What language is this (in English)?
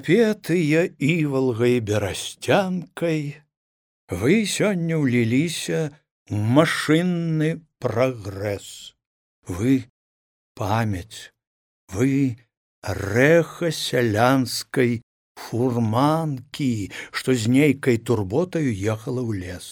Belarusian